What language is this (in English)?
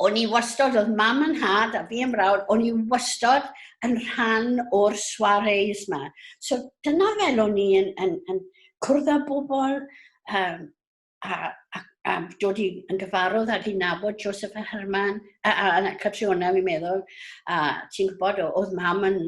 Welsh